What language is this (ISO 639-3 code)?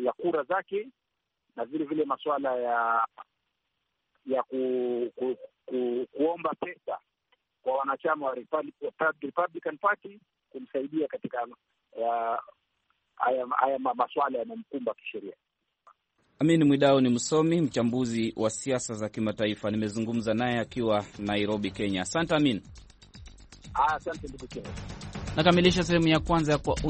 swa